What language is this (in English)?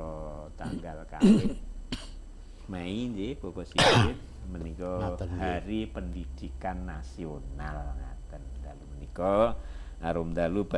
Javanese